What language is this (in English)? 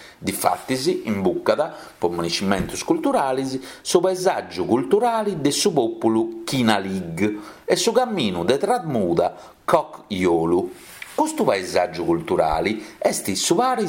Sardinian